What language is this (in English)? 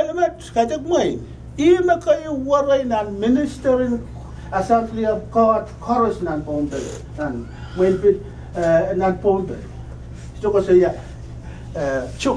Pohnpeian